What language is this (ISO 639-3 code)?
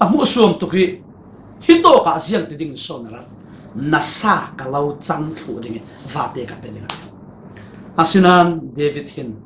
cfm